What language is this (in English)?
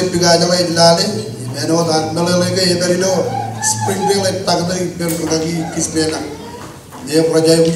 Marshallese